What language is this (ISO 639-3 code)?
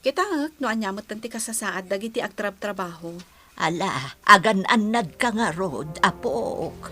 ilo